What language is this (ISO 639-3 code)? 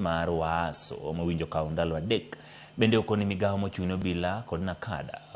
luo